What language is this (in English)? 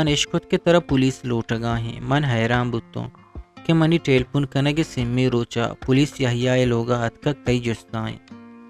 Eastern Balochi